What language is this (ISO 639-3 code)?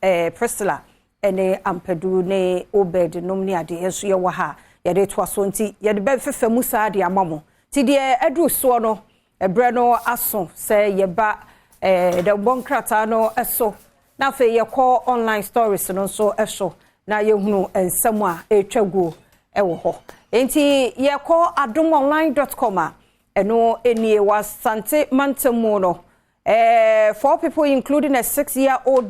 aka